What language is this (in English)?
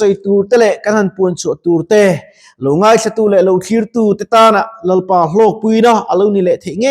Mizo